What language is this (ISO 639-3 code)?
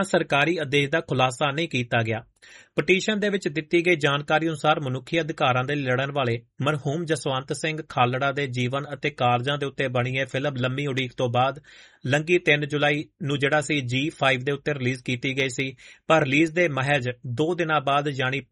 pan